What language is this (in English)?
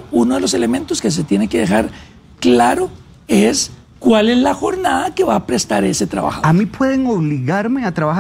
Spanish